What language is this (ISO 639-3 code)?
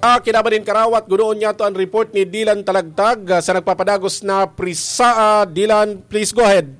bik